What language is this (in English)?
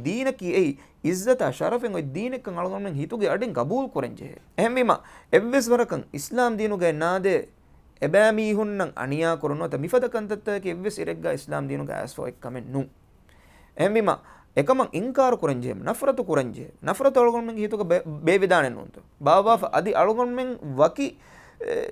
Divehi